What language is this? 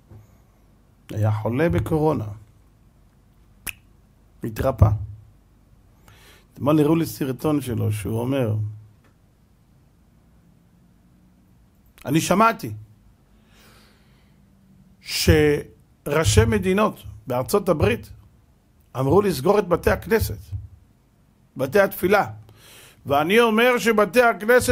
Hebrew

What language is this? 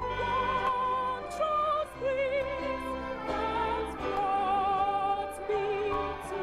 Ewe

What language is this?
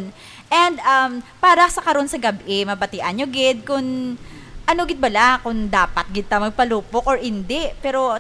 Hiligaynon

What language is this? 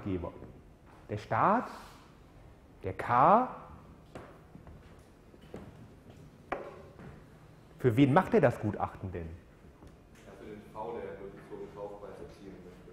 German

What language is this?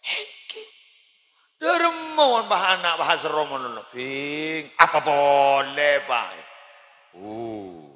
Madurese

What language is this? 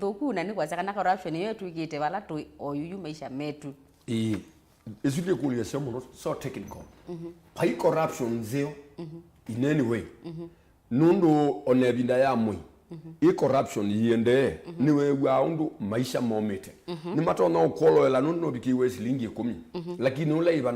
Kamba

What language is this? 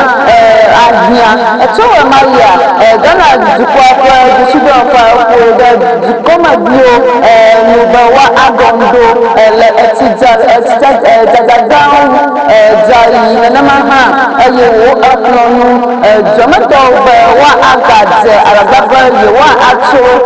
Ewe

